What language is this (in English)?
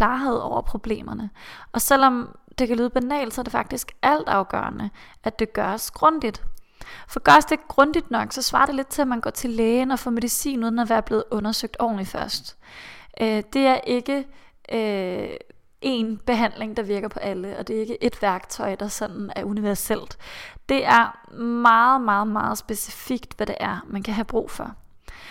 Danish